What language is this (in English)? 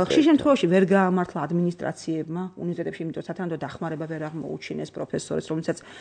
Georgian